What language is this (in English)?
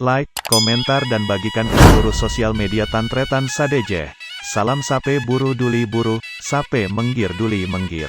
Madurese